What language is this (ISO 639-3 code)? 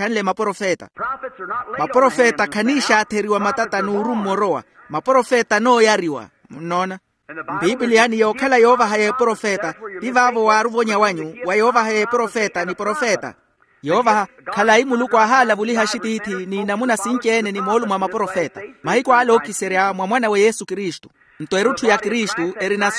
vmw